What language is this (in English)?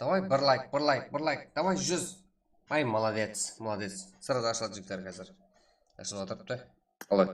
Kara-Kalpak